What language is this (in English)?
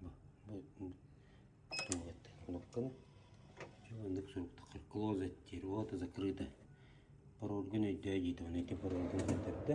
Yakut